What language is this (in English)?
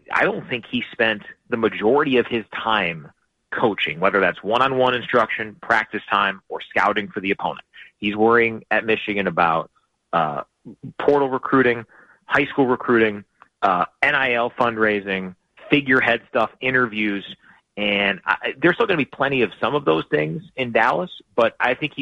English